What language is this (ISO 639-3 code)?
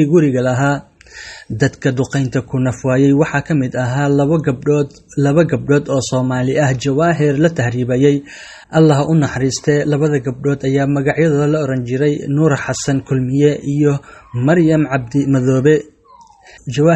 som